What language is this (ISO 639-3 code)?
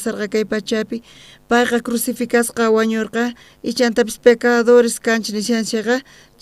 quh